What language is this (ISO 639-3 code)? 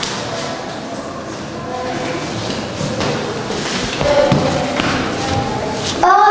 fra